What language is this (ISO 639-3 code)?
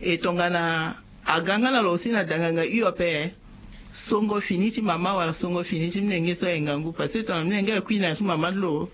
sag